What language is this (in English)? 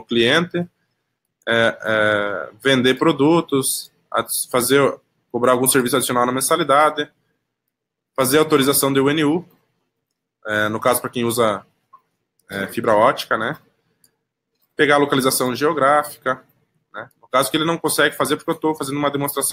Portuguese